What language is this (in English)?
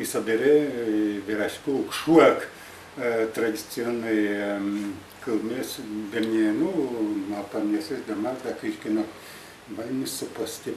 Udmurt